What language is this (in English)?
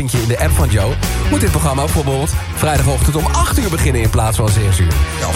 Dutch